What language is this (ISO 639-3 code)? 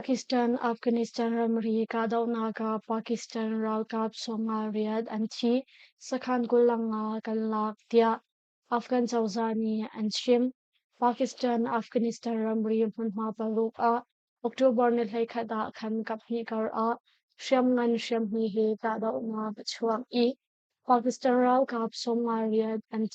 cnh